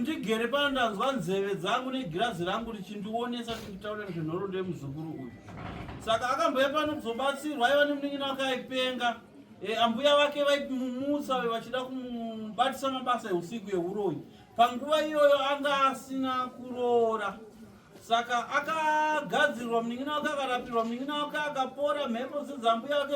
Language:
Shona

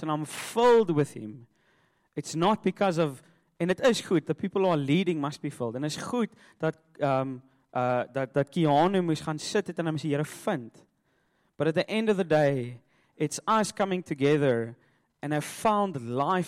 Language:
Afrikaans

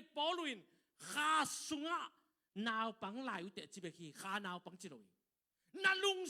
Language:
Tedim Chin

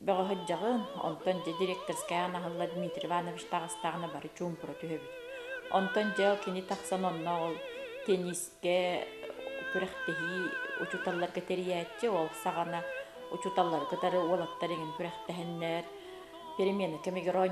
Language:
Yakut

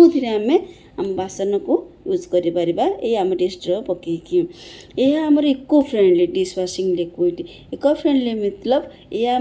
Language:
Odia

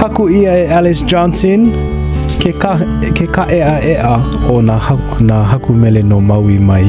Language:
Hawaiian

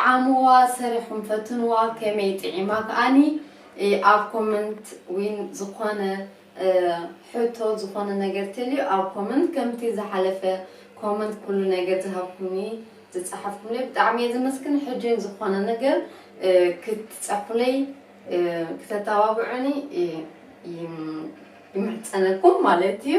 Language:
Tigrinya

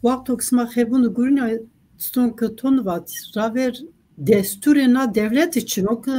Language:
Zaza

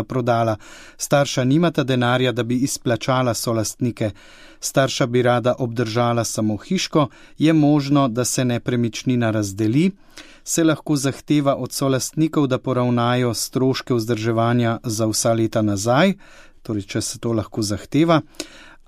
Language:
Slovenian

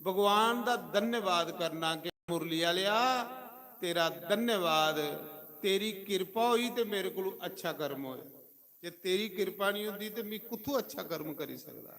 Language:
Dogri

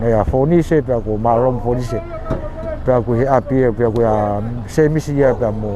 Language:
Tongan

